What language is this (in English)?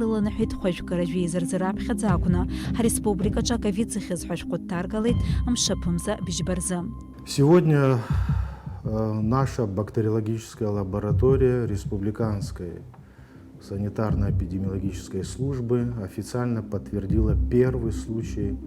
Abkhazian